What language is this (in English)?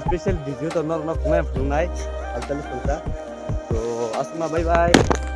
Kok Borok